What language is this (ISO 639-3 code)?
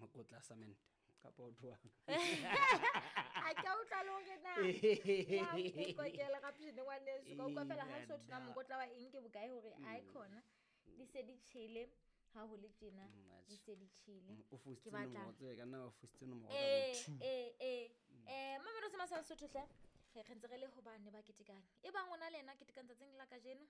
sot